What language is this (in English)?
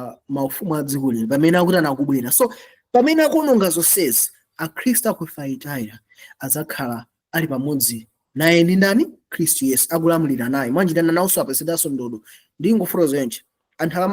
Nyanja